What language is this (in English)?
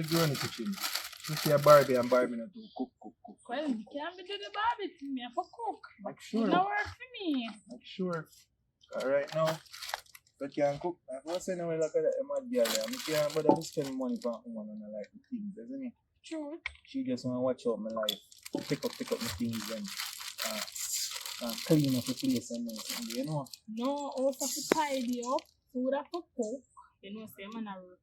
Jamaican Creole English